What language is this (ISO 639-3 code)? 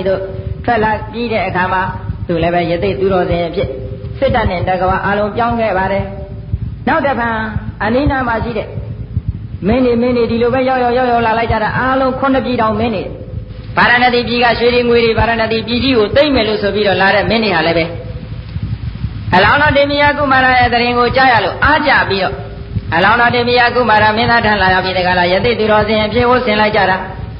mya